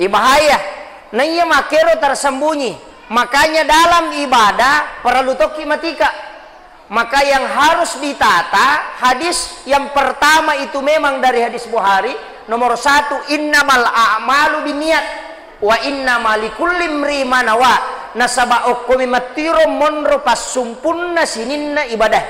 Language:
Buginese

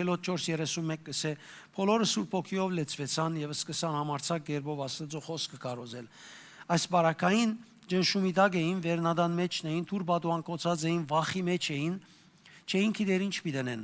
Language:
Western Armenian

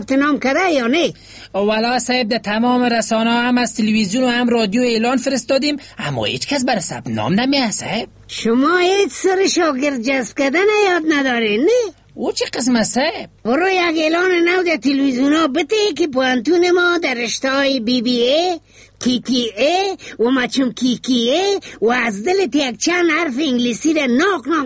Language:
Persian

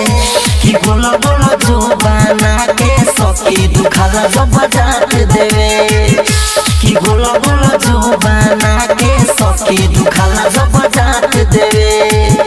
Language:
Bhojpuri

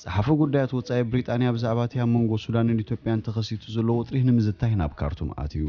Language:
Tigrinya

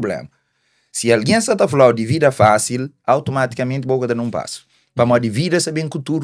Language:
Kabuverdianu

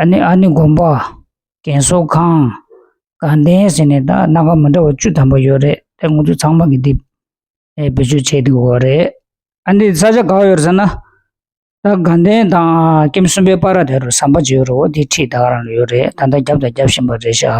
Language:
Tibetan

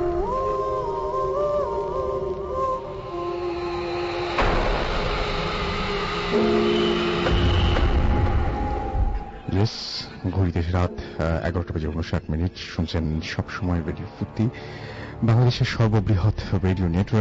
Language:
Bangla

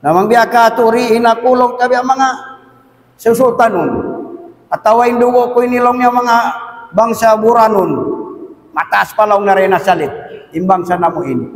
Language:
Tausug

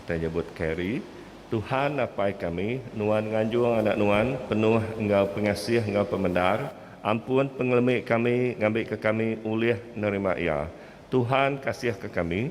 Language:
Iban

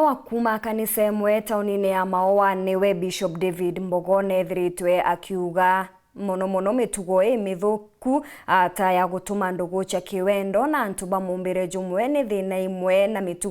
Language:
Meru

